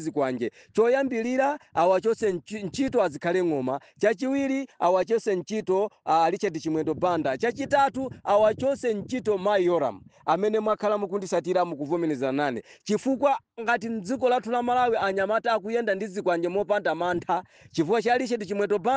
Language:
Nyanja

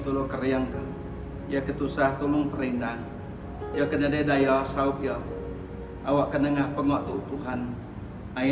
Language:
Iban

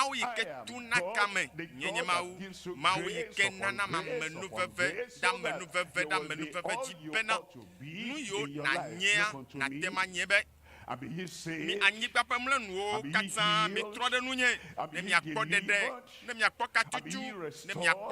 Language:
Ewe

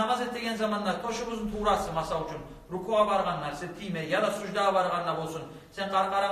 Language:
Kumyk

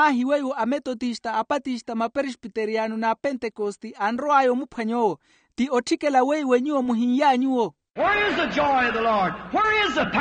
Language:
Makhuwa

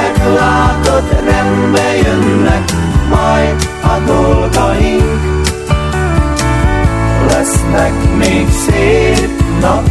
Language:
Hungarian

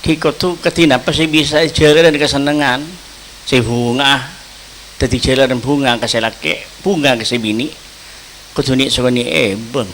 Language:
Madurese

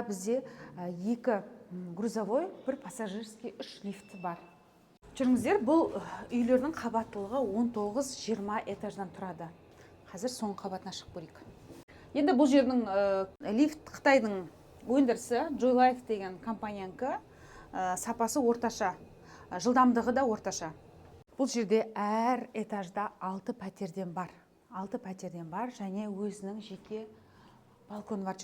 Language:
Kazakh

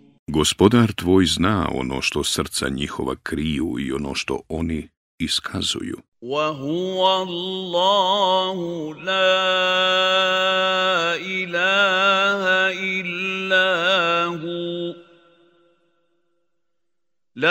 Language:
Bosnian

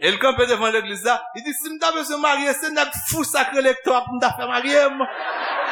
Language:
Haitian Creole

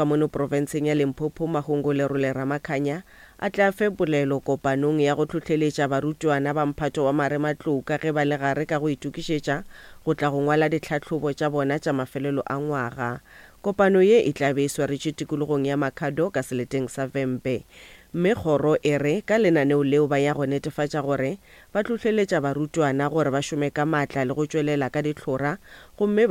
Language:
Northern Sotho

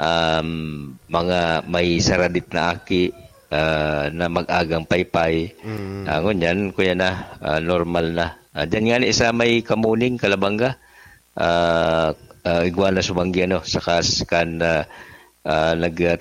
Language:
Bikol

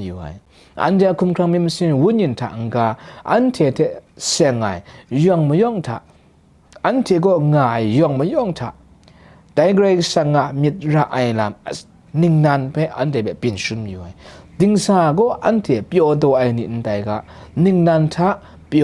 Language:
Kachin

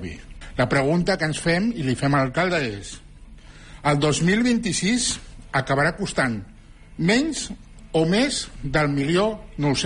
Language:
Catalan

